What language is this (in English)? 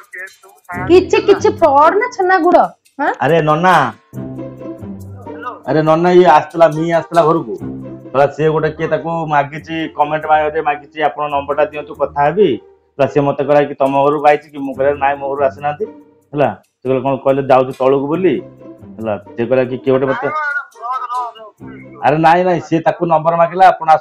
Odia